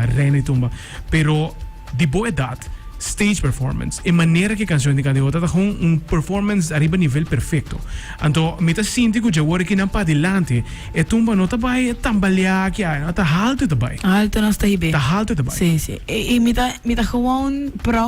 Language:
Papiamento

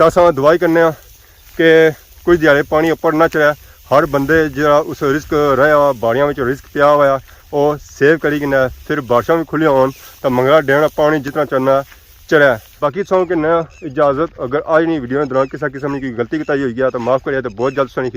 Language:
Pahari-Potwari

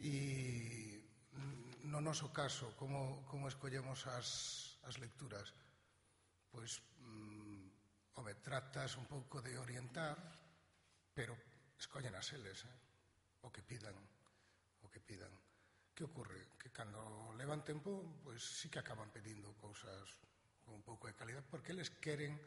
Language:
Galician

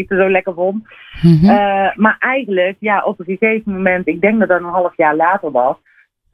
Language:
Dutch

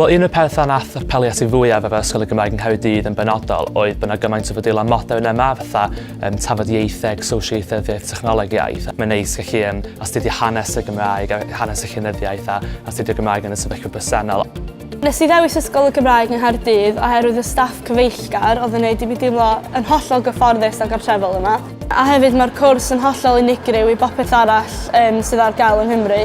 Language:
Welsh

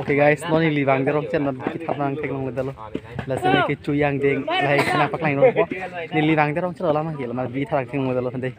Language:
Karbi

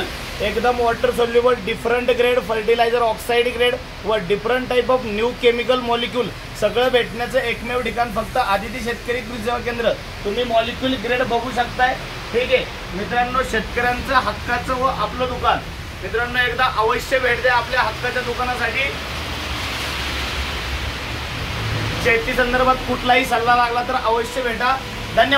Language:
Marathi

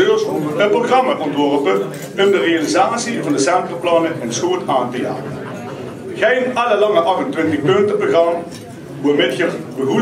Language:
Limburgish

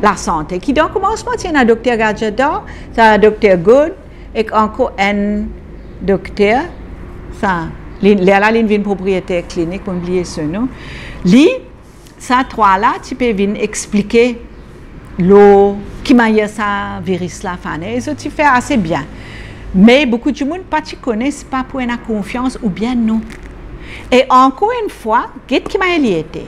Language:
Morisyen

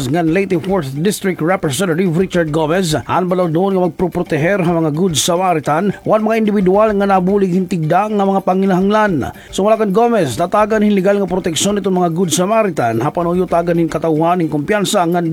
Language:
Waray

